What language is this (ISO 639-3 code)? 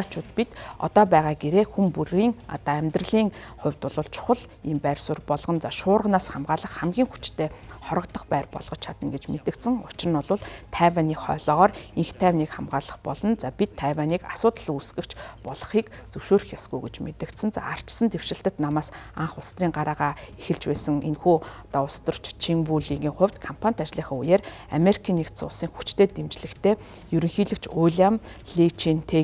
mon